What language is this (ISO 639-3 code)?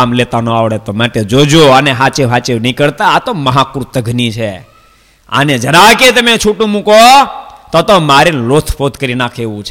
guj